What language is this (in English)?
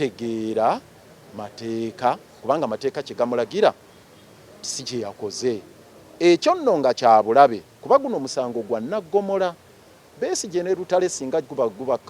Ganda